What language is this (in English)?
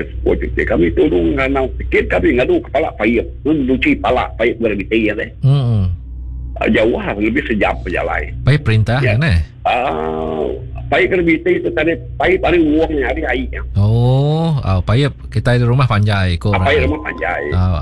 Iban